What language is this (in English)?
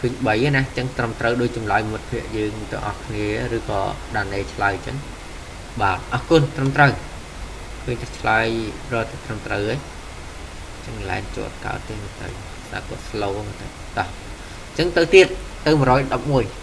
Khmer